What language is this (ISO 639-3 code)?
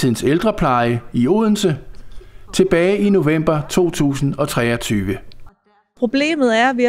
dan